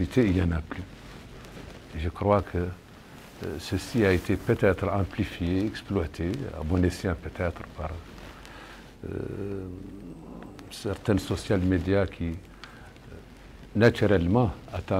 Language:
French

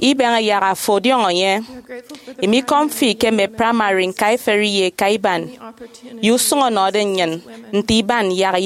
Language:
Efik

